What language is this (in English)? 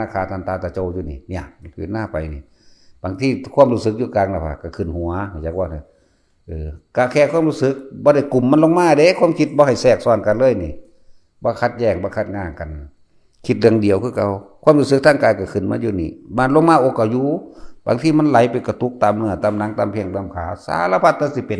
Northeastern Thai